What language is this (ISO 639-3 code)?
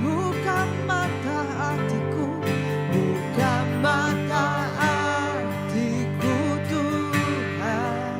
iba